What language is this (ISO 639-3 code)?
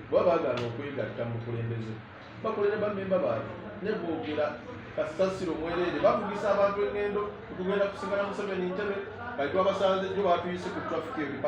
lug